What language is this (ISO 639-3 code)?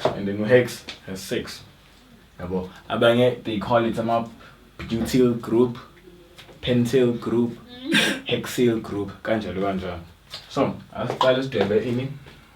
zul